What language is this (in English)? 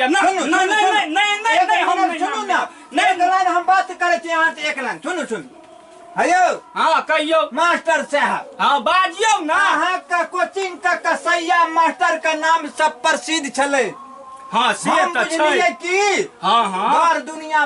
Maithili